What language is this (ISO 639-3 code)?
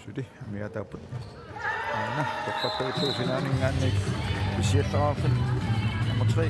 kal